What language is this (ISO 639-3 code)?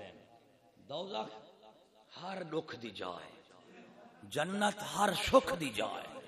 skr